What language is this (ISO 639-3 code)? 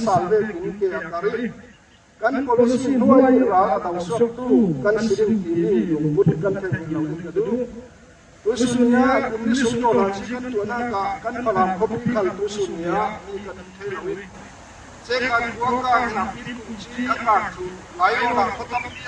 cfm